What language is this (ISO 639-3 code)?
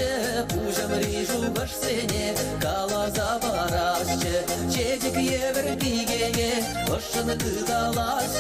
chv